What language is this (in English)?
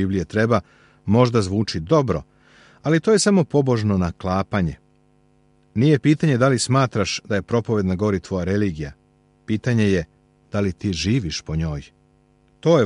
Serbian